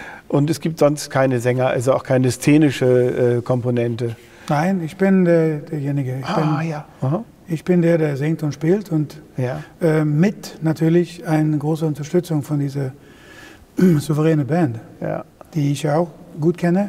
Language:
German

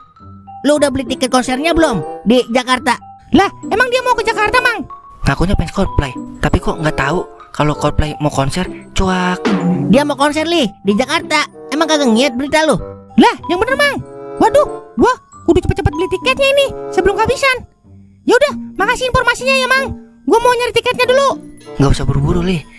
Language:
Betawi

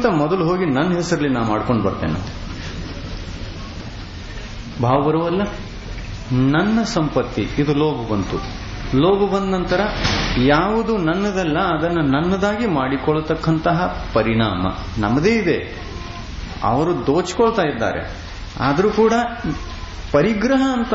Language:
Kannada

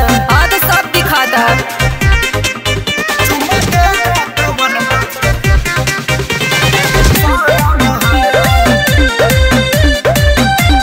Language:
Bhojpuri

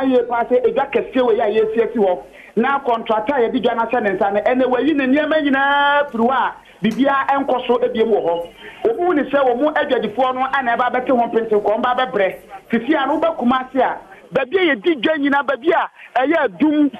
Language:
Akan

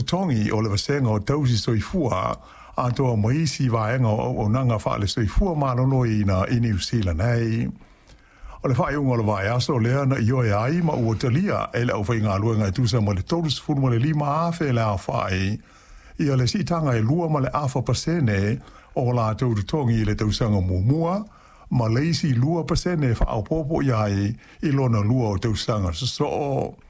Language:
Samoan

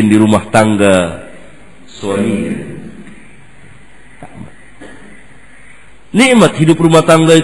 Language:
Indonesian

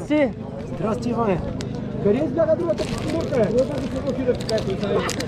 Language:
Bulgarian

